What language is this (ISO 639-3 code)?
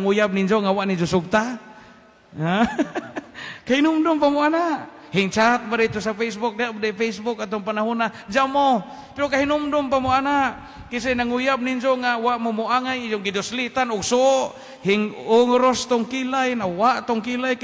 ceb